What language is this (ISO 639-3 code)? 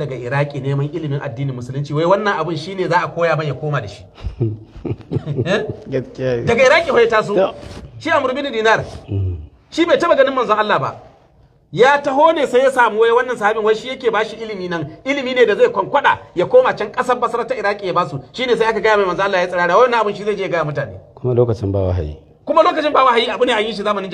hau